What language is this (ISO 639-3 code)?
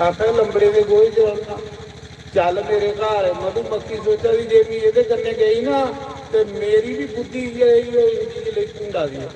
doi